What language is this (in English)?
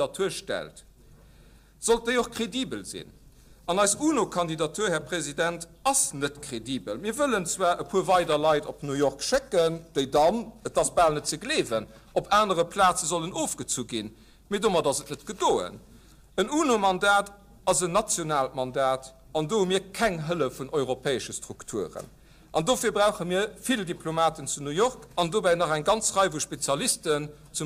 Luxembourgish